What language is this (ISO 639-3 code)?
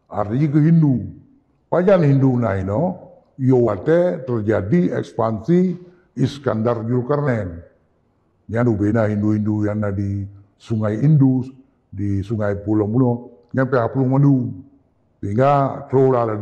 ace